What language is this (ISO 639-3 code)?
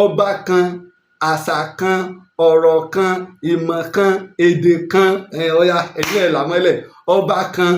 yor